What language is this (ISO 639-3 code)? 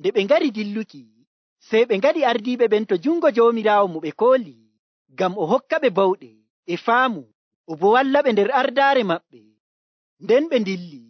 fuv